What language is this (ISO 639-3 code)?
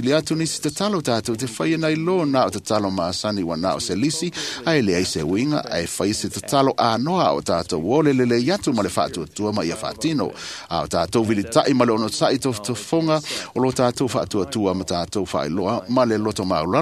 smo